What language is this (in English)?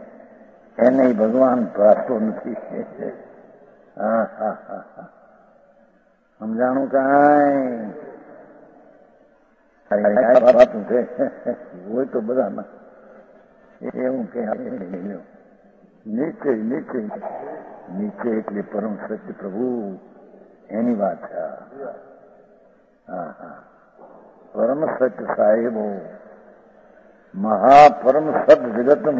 Gujarati